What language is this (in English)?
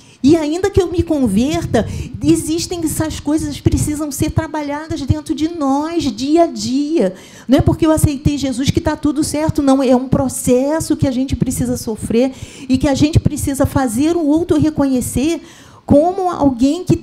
Portuguese